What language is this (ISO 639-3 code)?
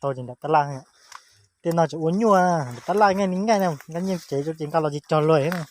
hmn